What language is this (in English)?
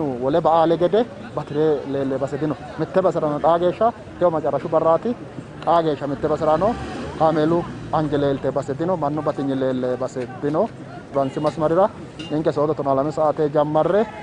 Sidamo